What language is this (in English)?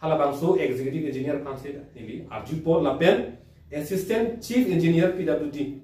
Karbi